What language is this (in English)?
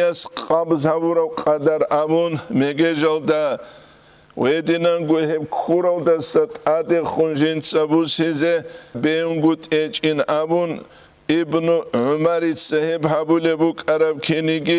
Avaric